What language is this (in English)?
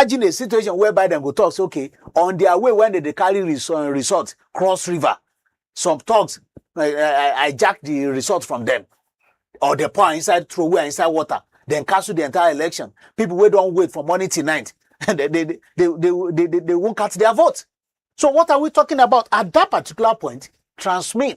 Nigerian Pidgin